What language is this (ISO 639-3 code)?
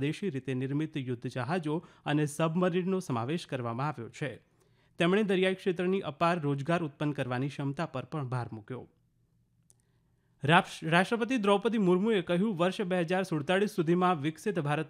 guj